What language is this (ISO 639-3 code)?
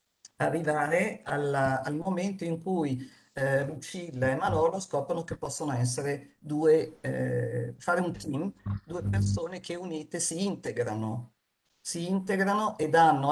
ita